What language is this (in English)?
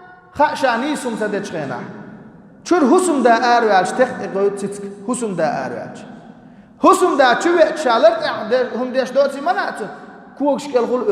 Chechen